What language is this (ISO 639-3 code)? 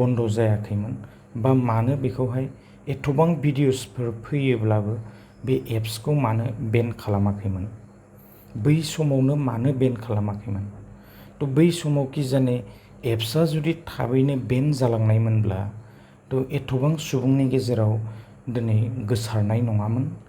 brx